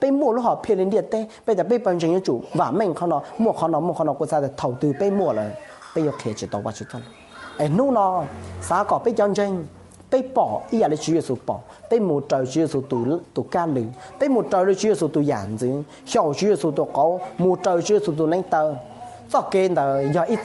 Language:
Hmong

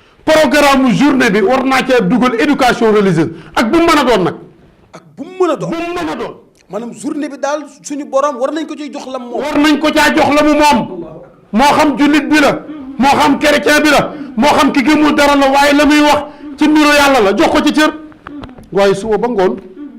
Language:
Wolof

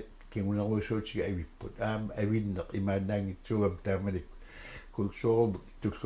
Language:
Kalaallisut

